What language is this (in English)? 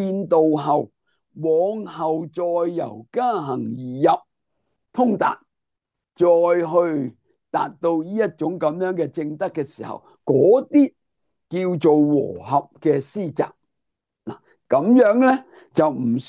Cantonese